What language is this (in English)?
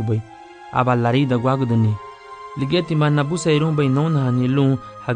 Garifuna